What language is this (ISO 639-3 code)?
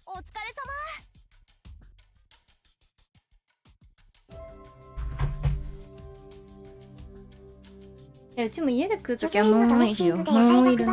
jpn